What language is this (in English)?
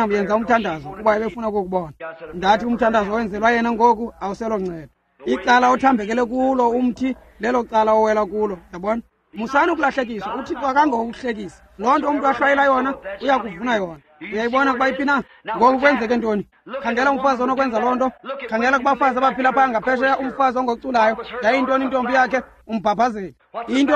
Xhosa